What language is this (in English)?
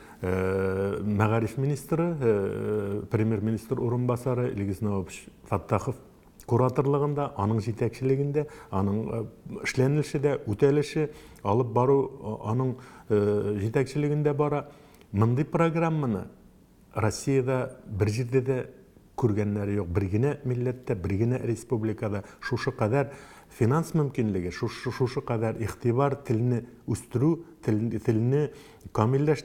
Tatar